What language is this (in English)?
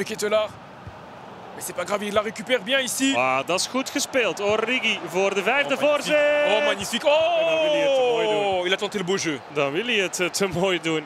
Dutch